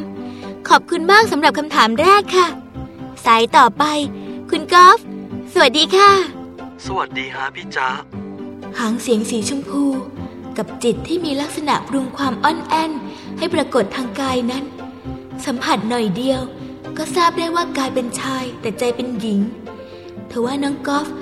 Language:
Thai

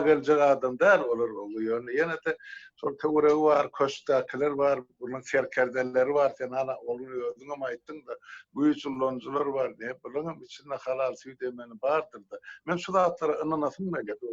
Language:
Turkmen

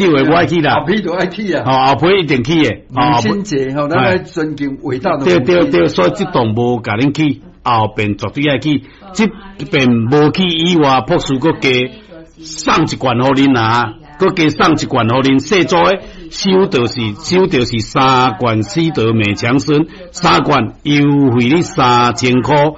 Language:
Min Nan Chinese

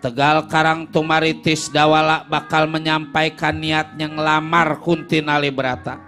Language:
Betawi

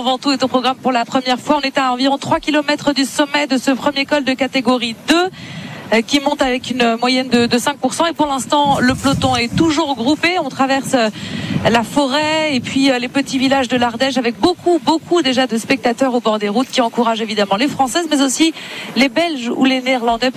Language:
French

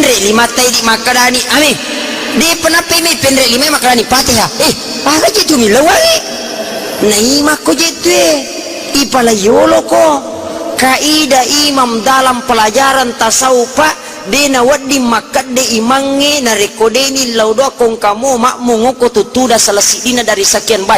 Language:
Buginese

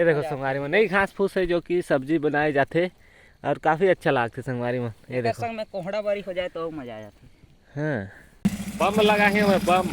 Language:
Chhattisgarhi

